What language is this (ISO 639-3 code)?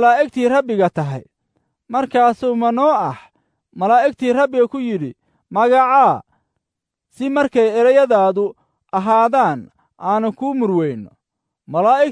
som